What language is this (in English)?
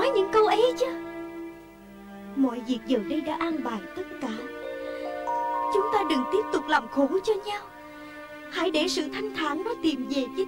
Vietnamese